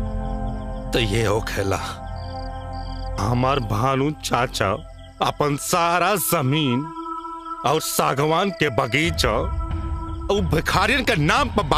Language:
Bhojpuri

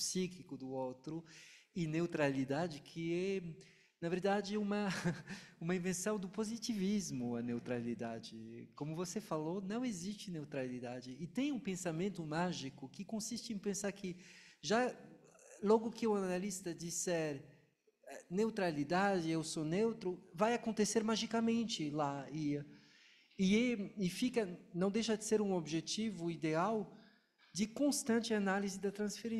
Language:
Portuguese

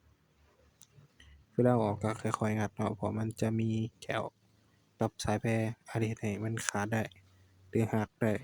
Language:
Lao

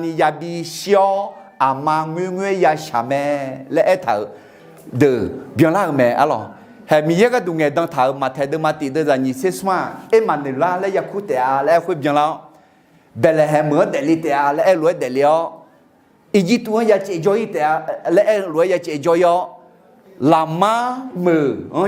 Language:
Akha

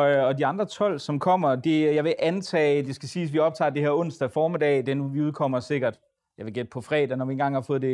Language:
Danish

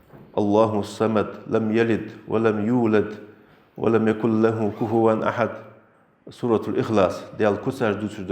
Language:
Ingush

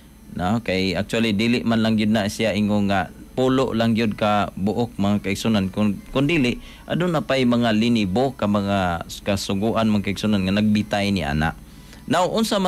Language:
Cebuano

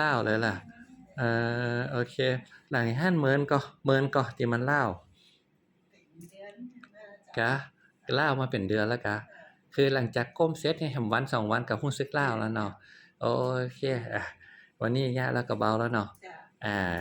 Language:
Lao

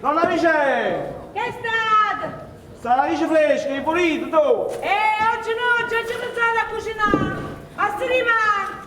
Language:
Neapolitan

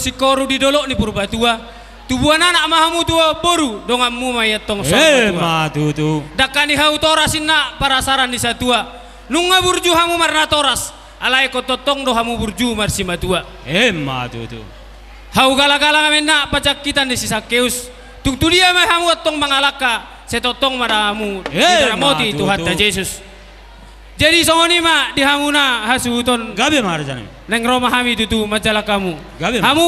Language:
Batak Toba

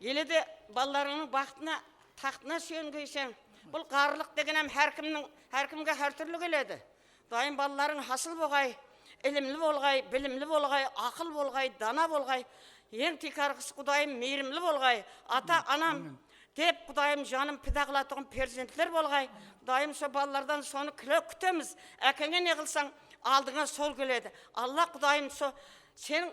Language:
Kara-Kalpak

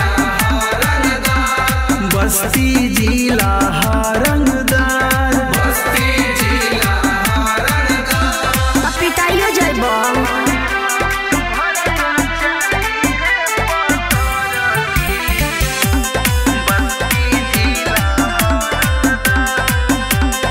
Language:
Bhojpuri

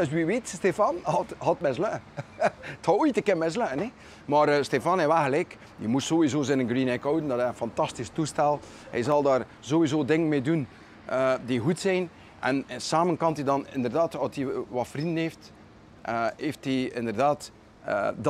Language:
Dutch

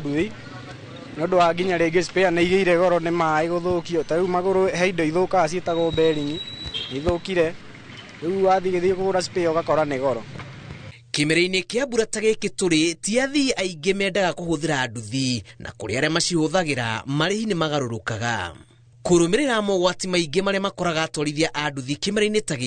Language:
Kikuyu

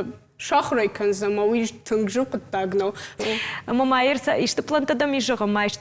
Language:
Ossetic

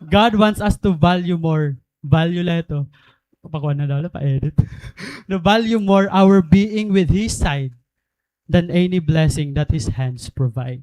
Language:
Waray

